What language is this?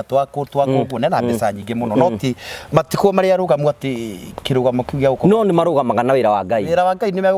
Kikuyu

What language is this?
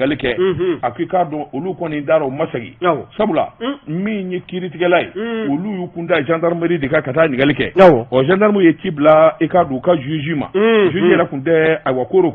Bambara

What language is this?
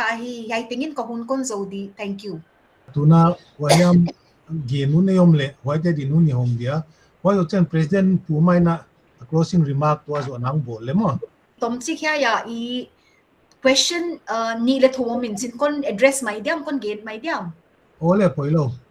Paite Chin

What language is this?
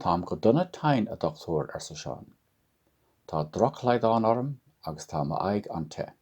Irish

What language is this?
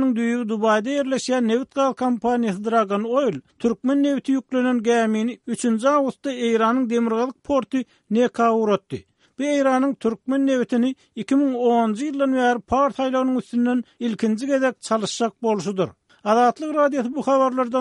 Turkmen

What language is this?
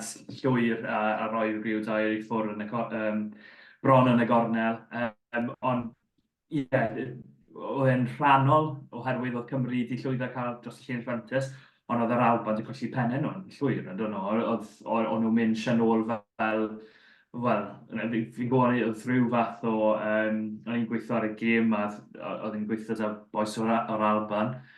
Welsh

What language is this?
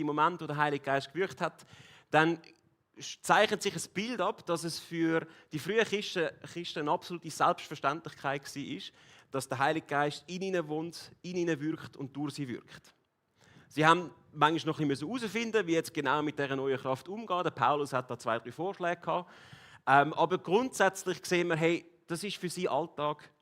Swiss German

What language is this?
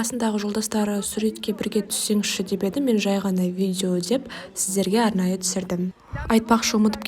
Kazakh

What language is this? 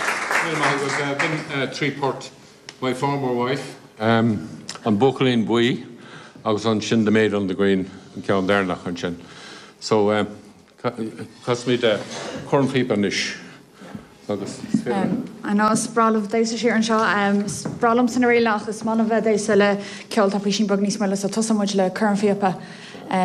Irish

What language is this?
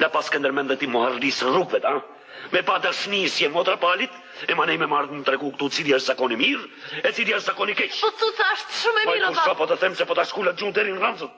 Albanian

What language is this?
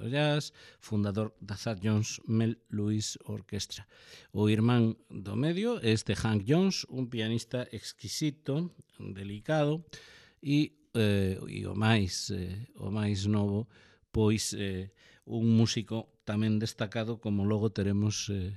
Galician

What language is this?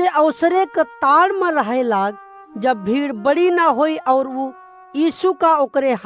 Awadhi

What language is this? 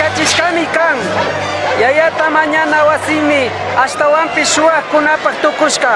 Chimborazo Highland Quichua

